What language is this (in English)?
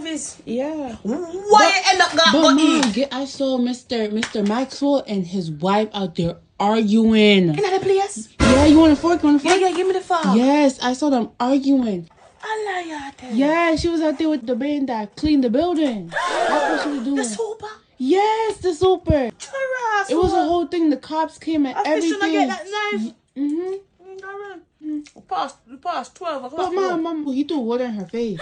Jamaican Creole English